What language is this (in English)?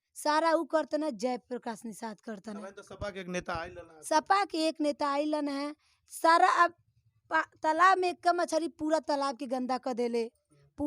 Bhojpuri